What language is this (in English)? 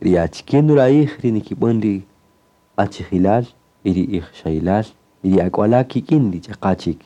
Kaqchikel